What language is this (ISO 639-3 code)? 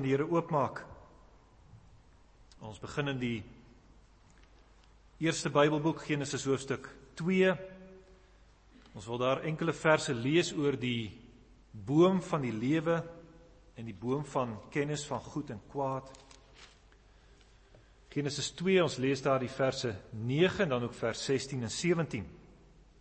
afr